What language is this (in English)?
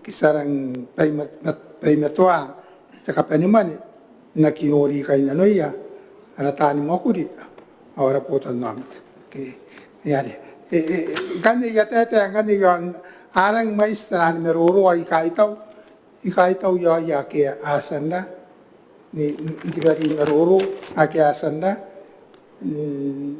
Gilbertese